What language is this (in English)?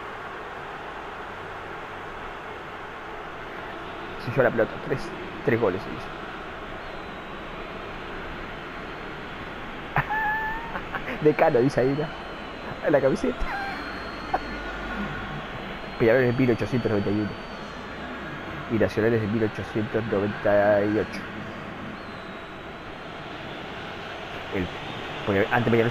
Spanish